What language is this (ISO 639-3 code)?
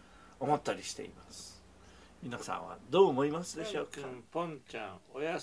jpn